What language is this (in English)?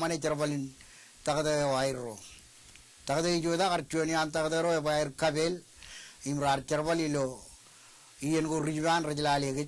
Marshallese